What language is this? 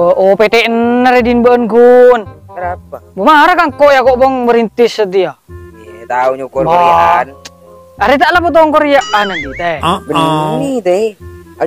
Madurese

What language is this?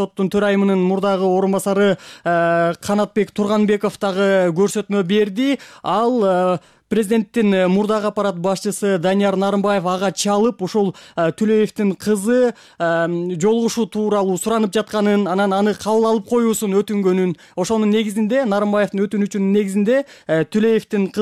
Kyrgyz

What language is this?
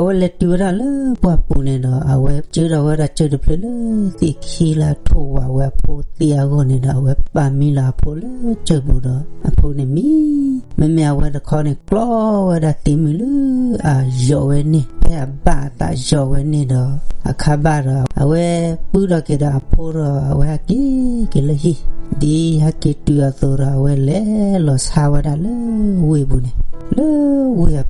S'gaw Karen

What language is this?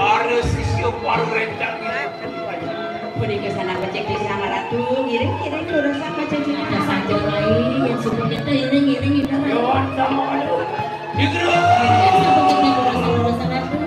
Balinese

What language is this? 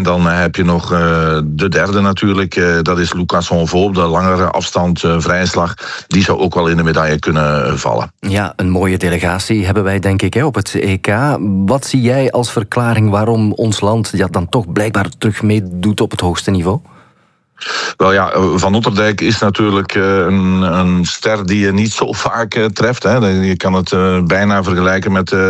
Dutch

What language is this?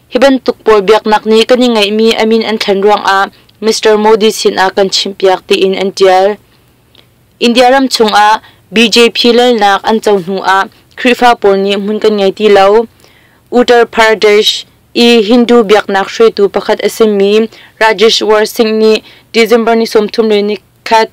Hakha Chin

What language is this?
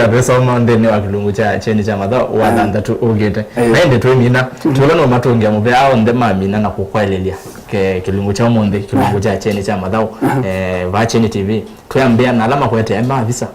Kamba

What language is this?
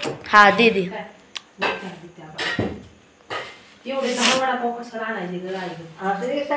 Marathi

